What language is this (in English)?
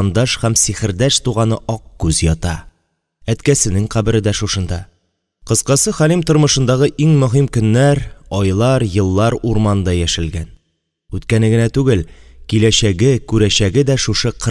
Tatar